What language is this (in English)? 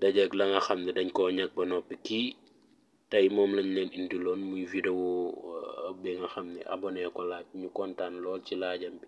Wolof